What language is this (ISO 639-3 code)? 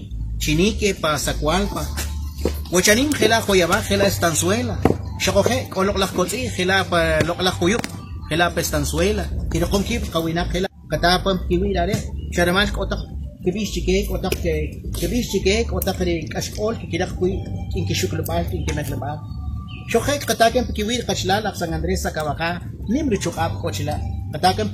quc